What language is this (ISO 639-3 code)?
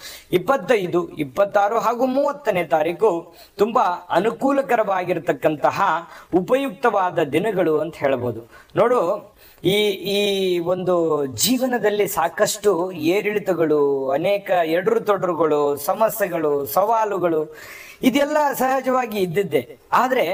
kan